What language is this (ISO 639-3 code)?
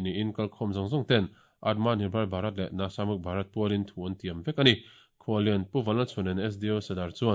lus